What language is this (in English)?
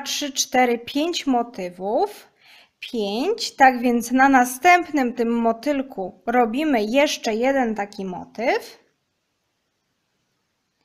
Polish